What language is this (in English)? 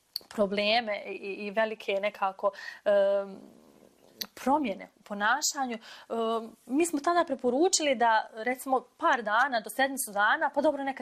Bosnian